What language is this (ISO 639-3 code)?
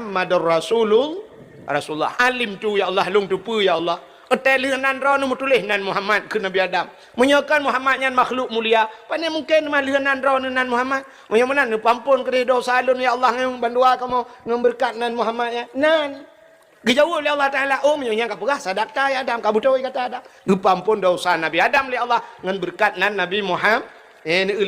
ace